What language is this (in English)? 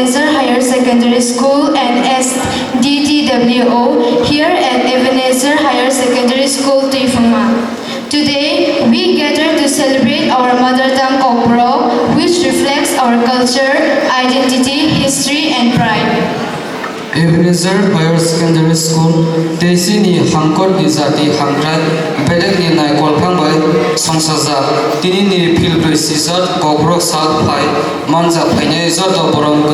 Kok Borok